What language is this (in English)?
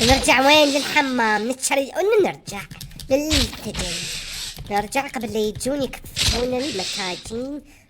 Mesopotamian Arabic